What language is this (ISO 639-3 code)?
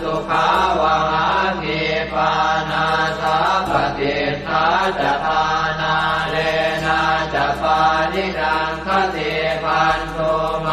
pli